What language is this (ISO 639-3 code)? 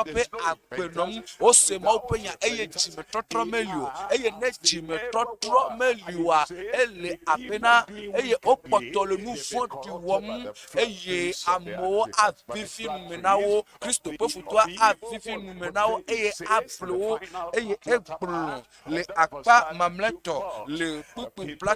ewe